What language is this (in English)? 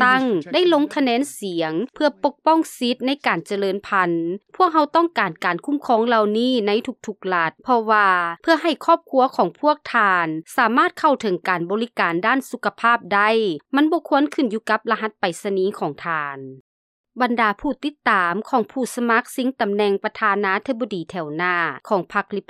Lao